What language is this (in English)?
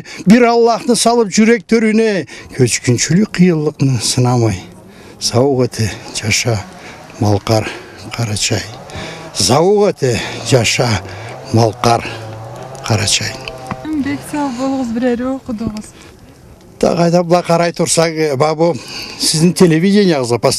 Karachay-Balkar